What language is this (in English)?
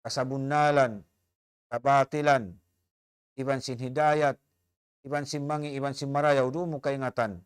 Tausug